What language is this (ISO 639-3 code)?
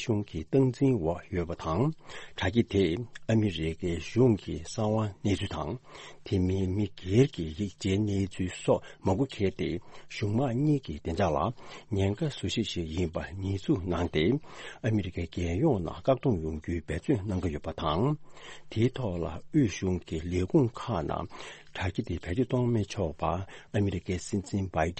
bod